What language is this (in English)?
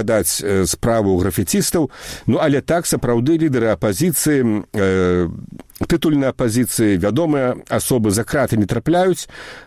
Belarusian